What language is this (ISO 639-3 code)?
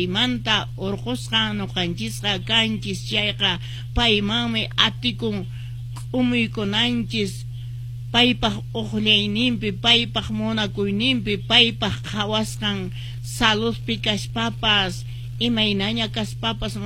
que